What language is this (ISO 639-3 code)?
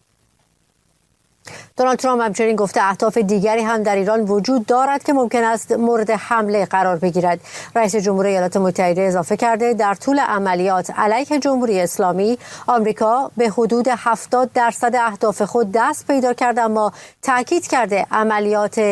fas